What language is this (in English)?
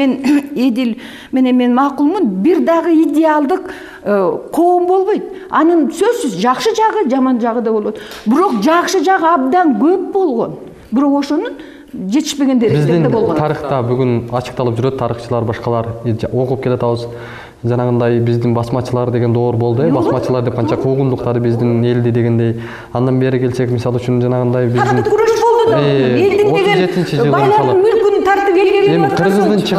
Kyrgyz